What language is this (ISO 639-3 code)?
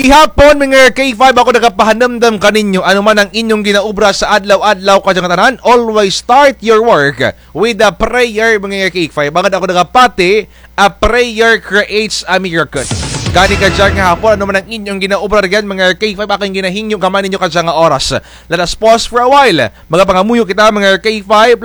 krj